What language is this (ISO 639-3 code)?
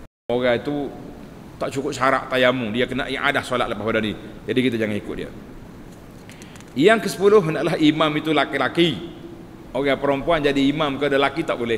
msa